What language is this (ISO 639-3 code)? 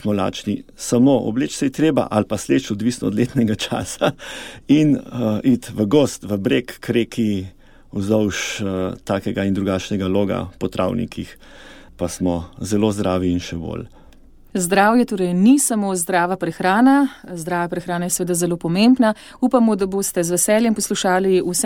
slv